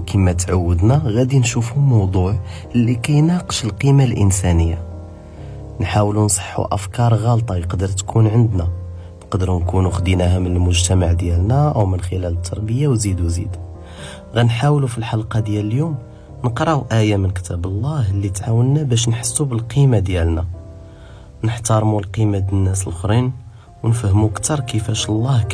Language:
Moroccan Arabic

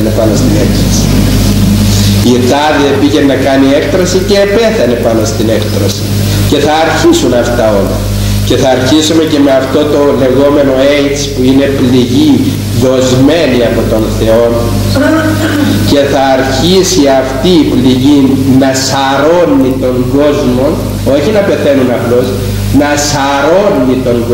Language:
Greek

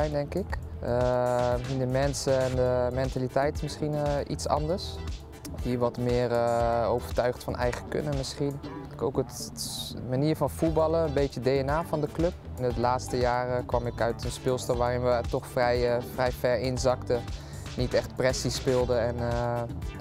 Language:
Dutch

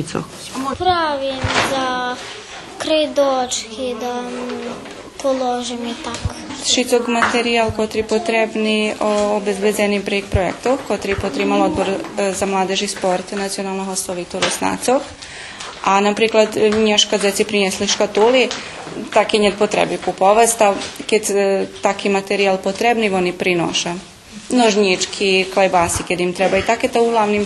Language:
Rusyn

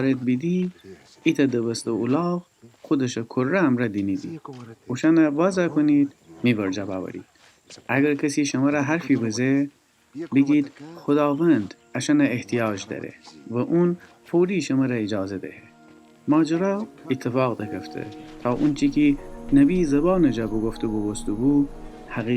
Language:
Gilaki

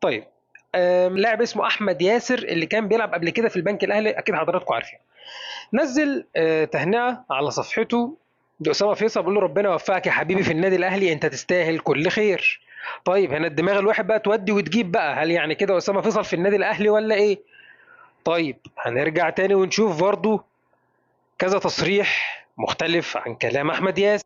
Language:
Egyptian Arabic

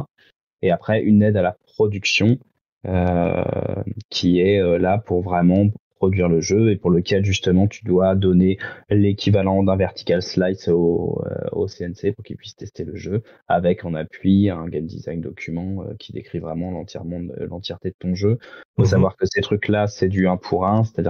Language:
French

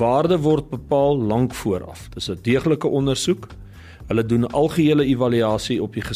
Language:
Afrikaans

